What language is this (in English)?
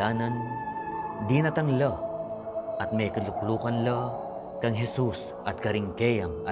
Pampanga